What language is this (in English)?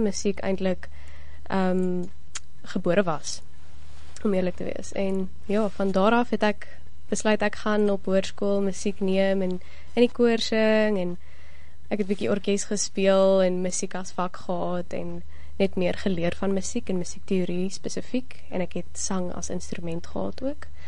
Afrikaans